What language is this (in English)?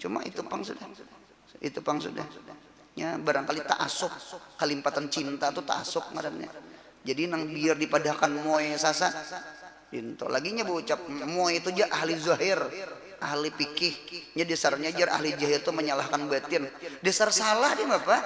Banjar